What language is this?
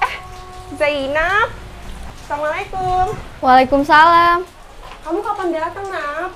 Betawi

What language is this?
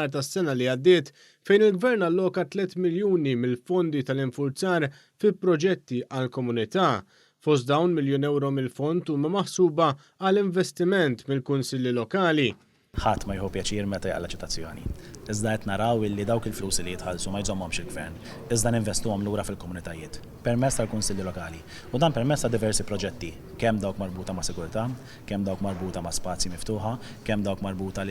Maltese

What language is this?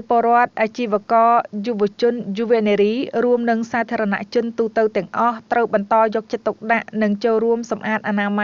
Khmer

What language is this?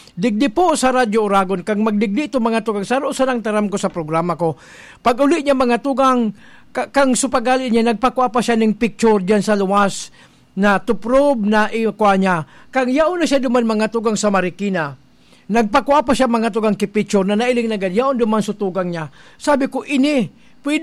Bikol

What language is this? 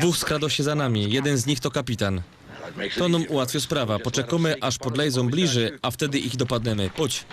Silesian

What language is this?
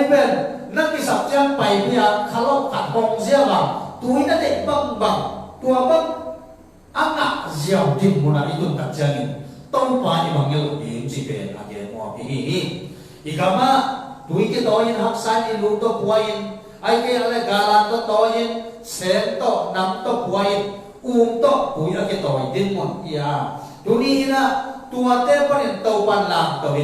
Tedim Chin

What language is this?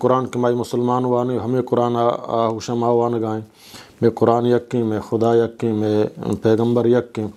Eastern Balochi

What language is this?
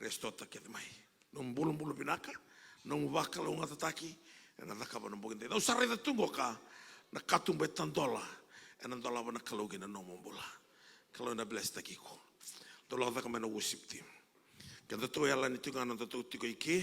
Fijian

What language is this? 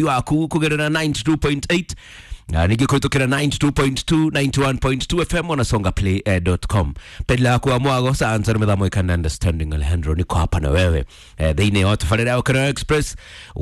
Kikuyu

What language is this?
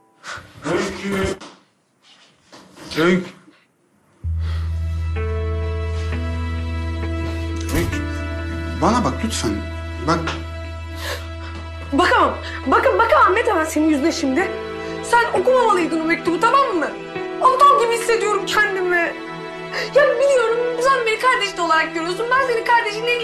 Turkish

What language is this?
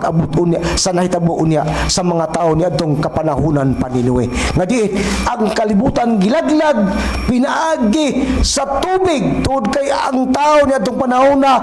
Cebuano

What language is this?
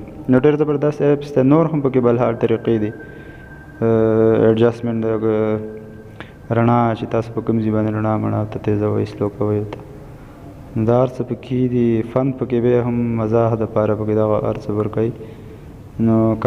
Pashto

